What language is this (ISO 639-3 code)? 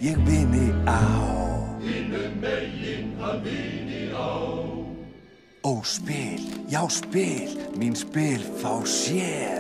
isl